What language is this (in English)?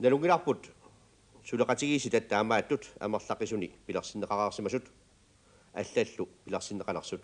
Kalaallisut